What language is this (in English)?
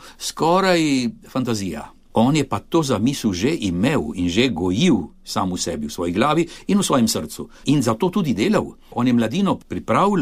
Slovenian